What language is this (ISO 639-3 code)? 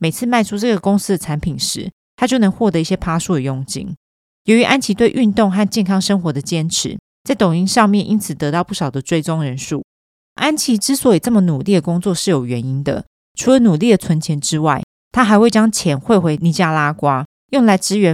zho